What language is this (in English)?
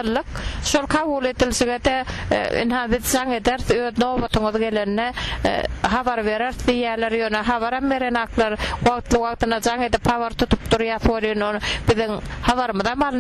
Turkmen